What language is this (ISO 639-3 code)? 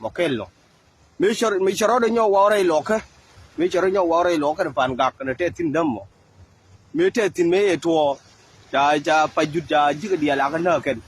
nus